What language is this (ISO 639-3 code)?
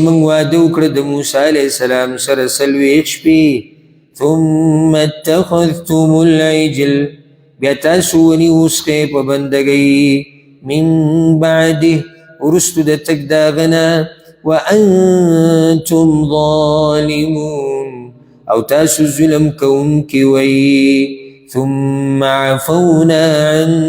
pus